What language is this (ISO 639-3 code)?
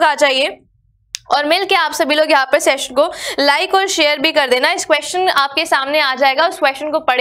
hin